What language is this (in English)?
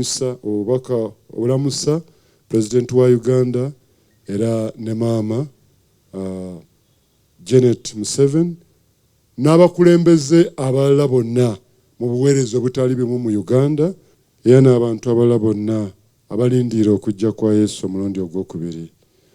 Ganda